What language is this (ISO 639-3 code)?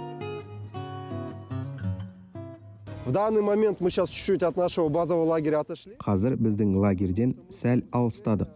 kaz